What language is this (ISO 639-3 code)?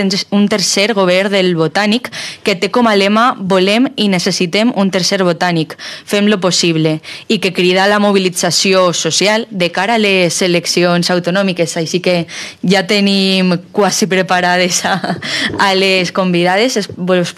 cat